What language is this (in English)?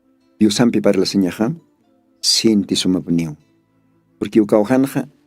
Aymara